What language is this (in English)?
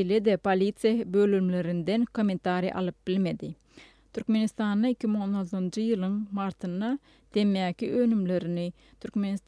Turkmen